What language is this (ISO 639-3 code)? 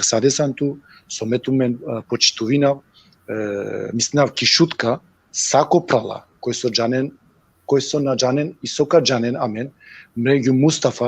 rmn